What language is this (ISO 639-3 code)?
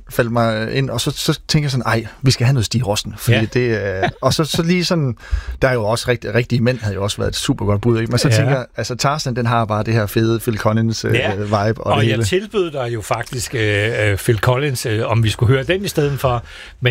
dan